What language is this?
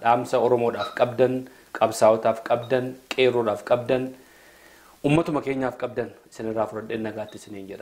Oromo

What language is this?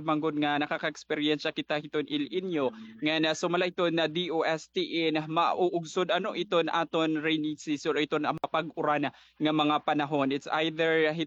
Waray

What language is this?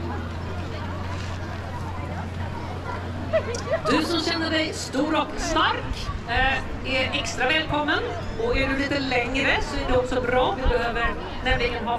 Swedish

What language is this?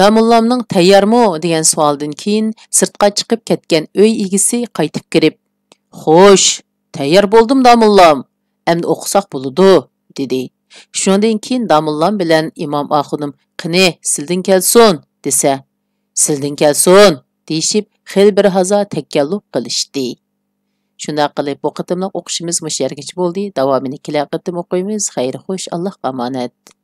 Uyghur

